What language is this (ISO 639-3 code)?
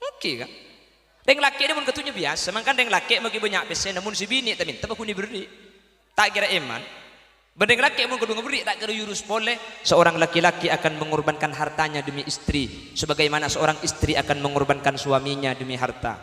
mad